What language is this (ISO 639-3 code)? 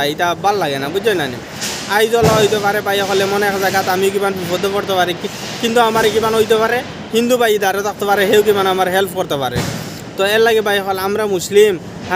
syl